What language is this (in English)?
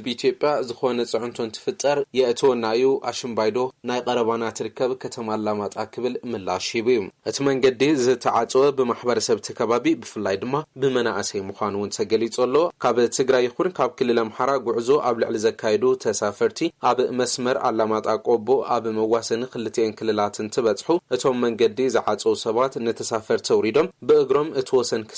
Tigrinya